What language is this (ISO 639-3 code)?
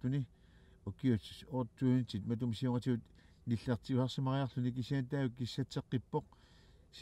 kal